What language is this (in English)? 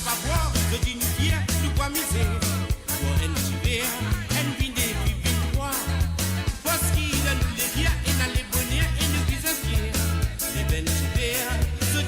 Morisyen